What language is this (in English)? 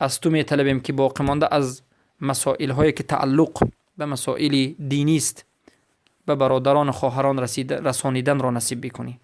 Persian